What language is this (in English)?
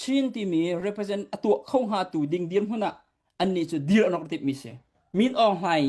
Hakha Chin